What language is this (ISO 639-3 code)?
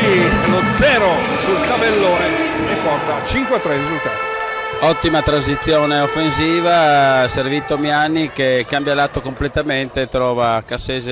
ita